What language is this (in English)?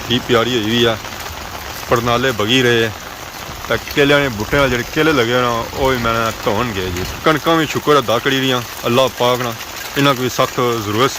Pahari-Potwari